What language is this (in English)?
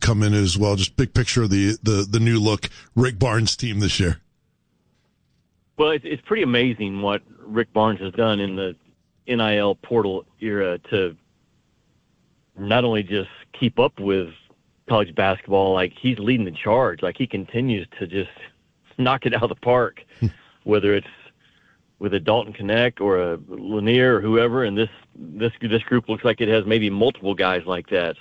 English